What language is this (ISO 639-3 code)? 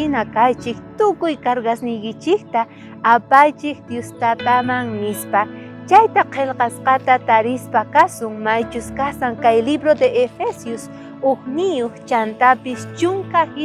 quh